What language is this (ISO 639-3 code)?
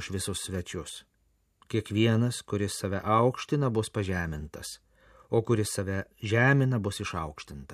lit